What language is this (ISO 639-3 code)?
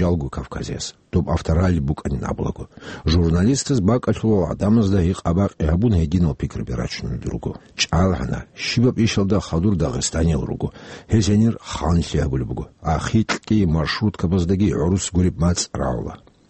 ava